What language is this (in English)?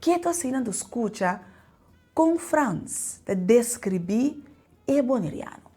Papiamento